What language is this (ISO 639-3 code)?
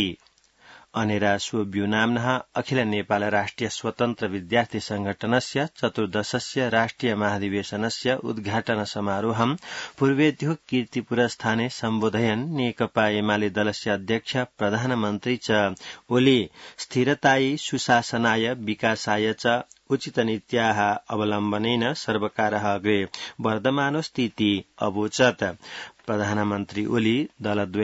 san